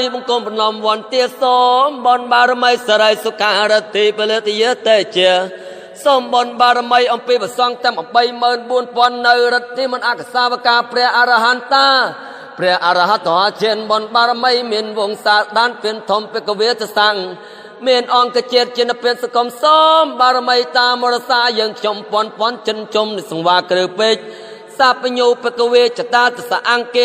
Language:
Khmer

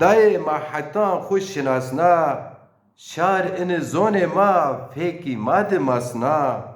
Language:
Zaza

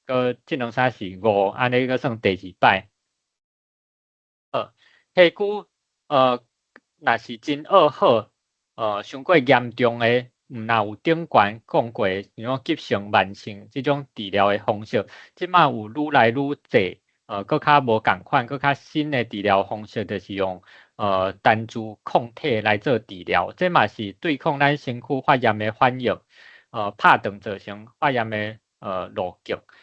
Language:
Min Nan Chinese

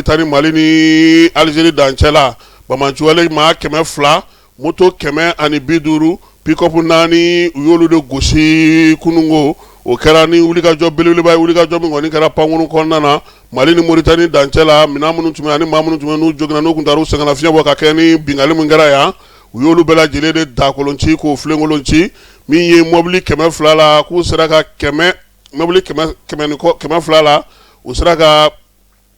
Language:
Bambara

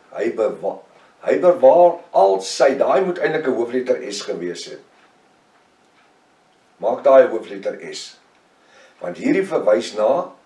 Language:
Afrikaans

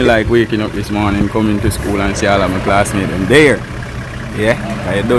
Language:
Jamaican Creole English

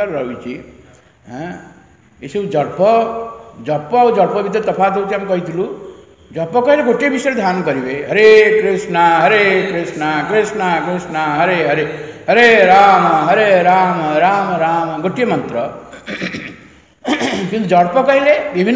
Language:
Odia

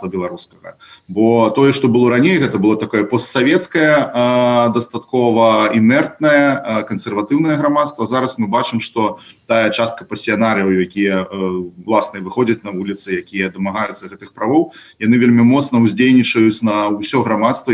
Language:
Belarusian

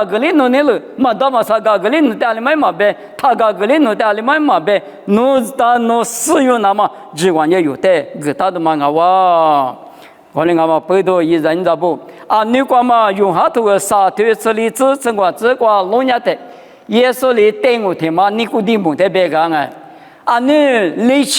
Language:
Lisu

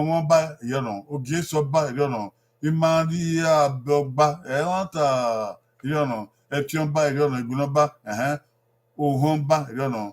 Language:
Bini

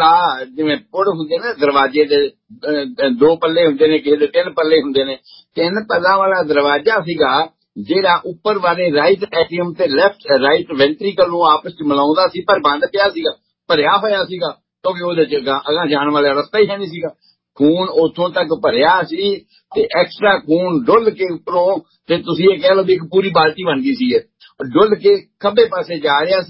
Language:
Punjabi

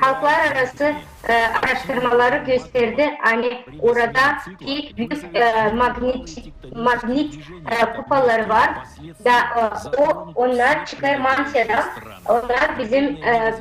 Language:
Gagauz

